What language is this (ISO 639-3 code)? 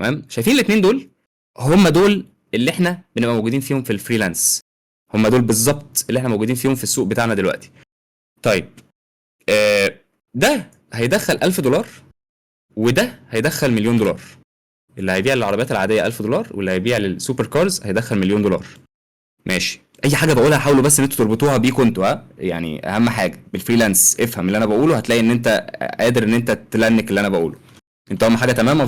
arz